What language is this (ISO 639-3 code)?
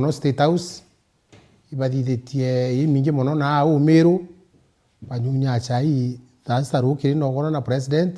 mer